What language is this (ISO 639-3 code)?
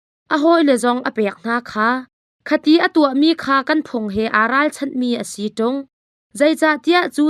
cnh